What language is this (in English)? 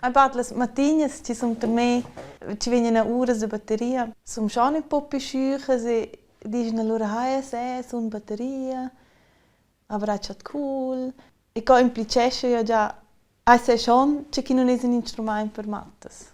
Romansh